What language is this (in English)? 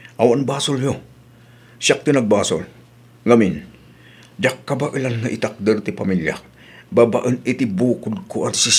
Iloko